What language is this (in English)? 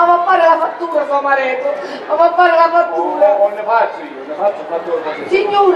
Sicilian